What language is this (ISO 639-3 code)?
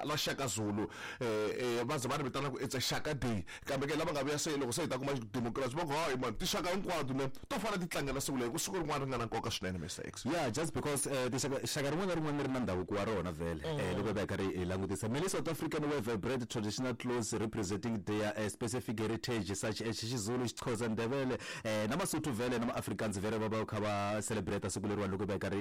tso